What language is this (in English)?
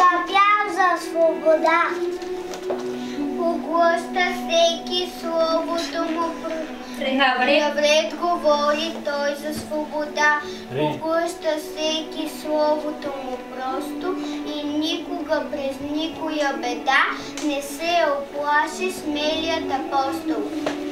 Bulgarian